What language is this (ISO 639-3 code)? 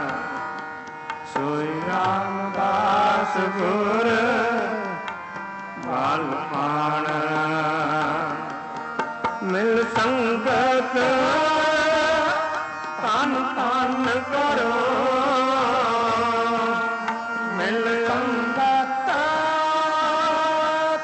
pan